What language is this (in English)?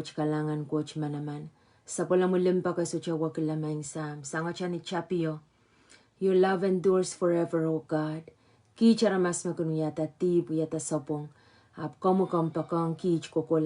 Pohnpeian